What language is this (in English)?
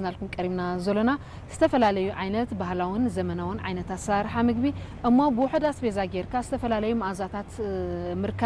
Tigrinya